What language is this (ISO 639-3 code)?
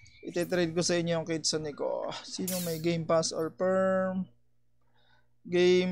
fil